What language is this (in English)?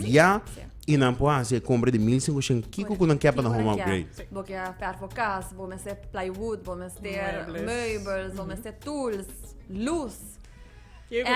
Papiamento